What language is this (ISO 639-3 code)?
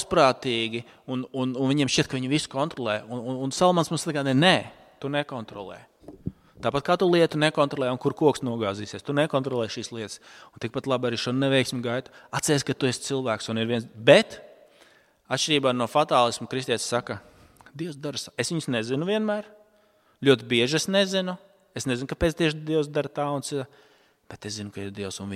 lav